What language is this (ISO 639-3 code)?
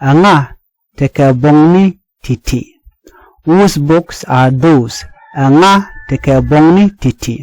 nus